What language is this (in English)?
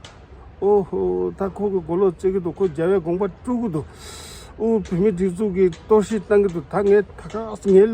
Tibetan